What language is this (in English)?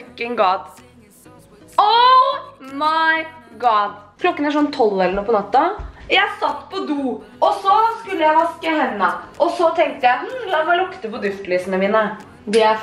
Norwegian